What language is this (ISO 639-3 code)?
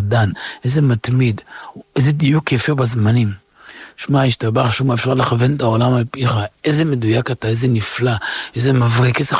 heb